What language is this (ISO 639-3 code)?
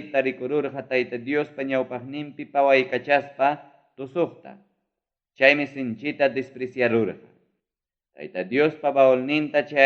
quy